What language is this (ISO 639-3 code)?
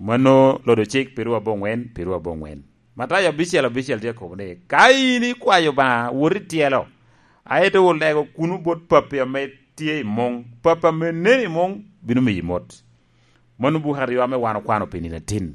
laj